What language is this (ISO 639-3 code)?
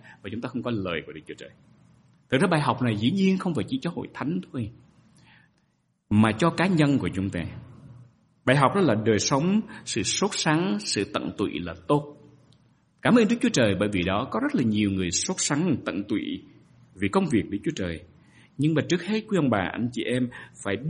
vie